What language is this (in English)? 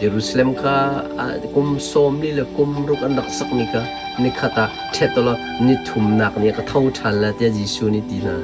Hakha Chin